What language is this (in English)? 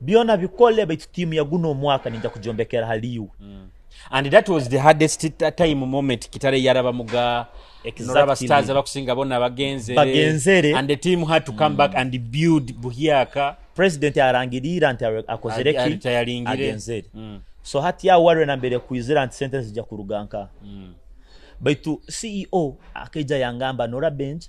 Nyoro